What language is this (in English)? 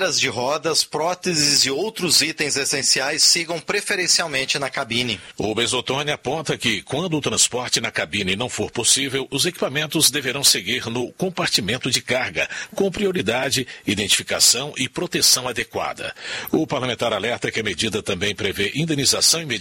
Portuguese